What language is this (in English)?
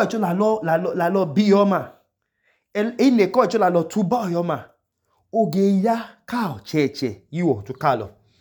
Idoma